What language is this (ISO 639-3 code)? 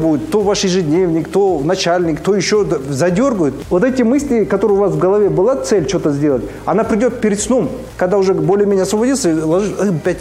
rus